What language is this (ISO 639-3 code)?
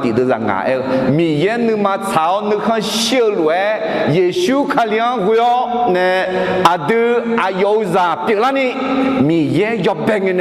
ahk